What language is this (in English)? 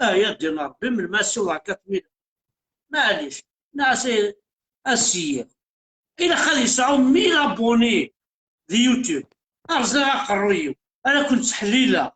Kabyle